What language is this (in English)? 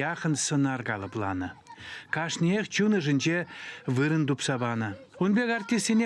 Chuvash